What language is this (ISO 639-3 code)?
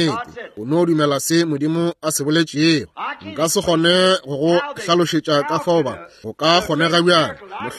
nso